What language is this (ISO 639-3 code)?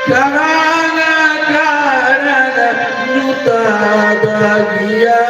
sat